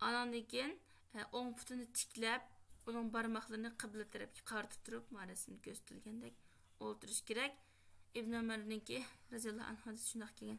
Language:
Uyghur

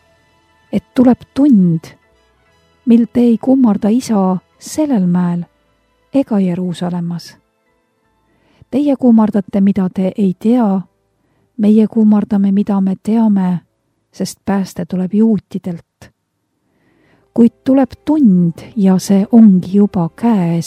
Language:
Estonian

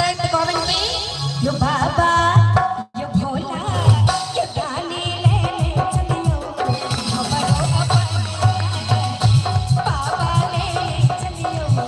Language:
Maithili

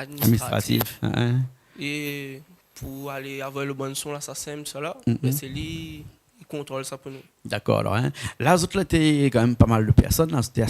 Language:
Réunion Creole French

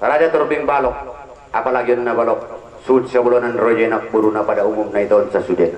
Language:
Batak Angkola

